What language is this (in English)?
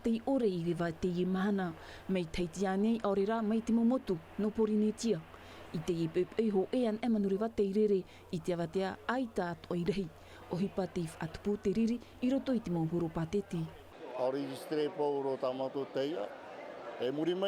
Tahitian